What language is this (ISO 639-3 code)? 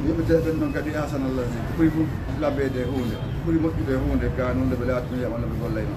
ful